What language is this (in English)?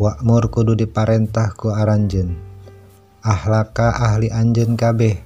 Sundanese